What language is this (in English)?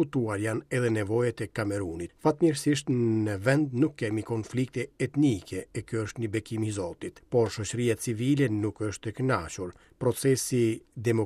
Albanian